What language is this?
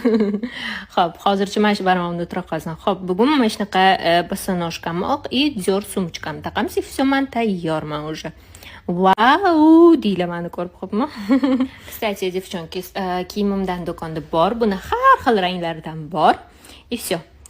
Uzbek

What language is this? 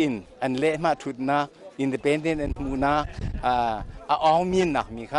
Hakha Chin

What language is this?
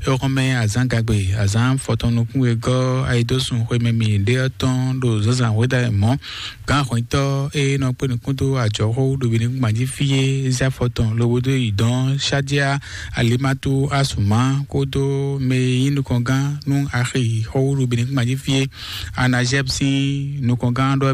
Fon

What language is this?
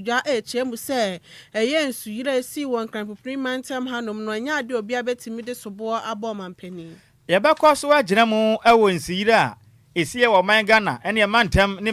Akan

